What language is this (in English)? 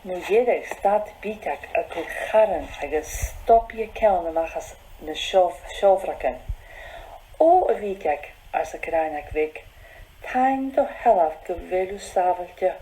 Scottish Gaelic